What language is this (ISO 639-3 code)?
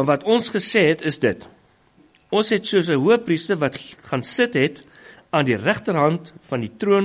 afr